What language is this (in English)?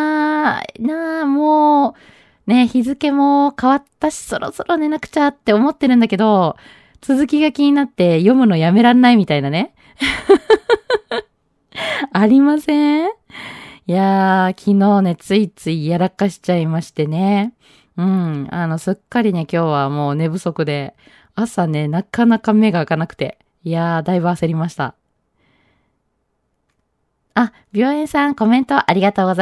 Japanese